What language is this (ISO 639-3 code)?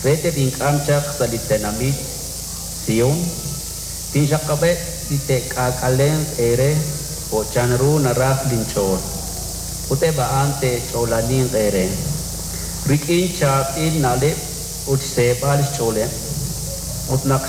kek